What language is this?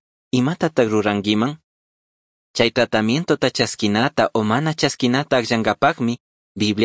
Chimborazo Highland Quichua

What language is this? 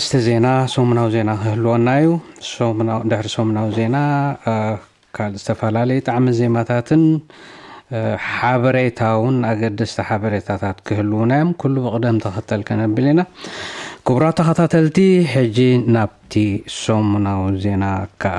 Tigrinya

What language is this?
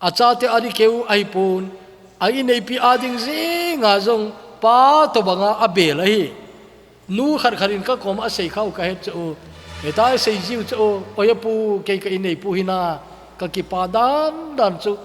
Thado Chin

